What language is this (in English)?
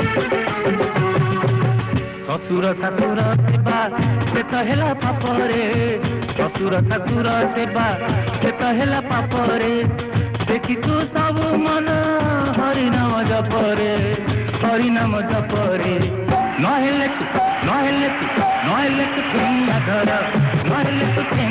Odia